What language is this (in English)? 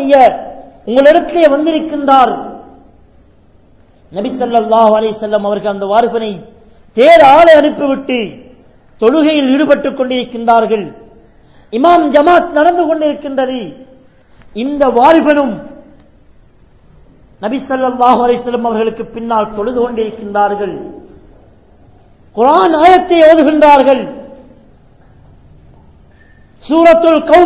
Tamil